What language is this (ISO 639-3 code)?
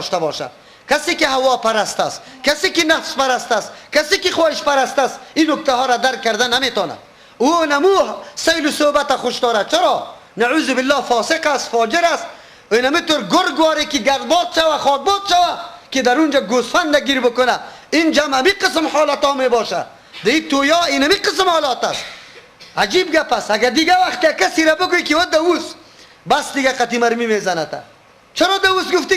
fas